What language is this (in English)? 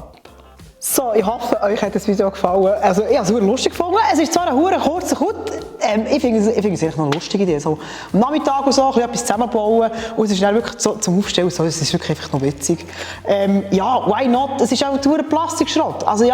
Swiss German